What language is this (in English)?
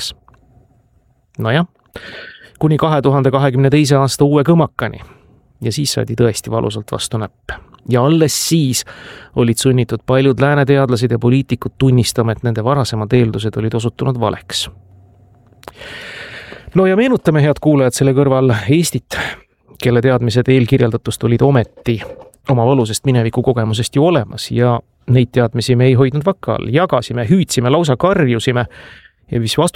Estonian